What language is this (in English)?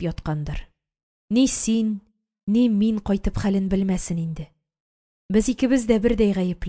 Tatar